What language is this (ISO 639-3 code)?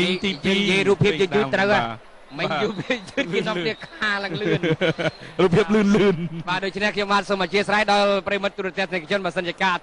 khm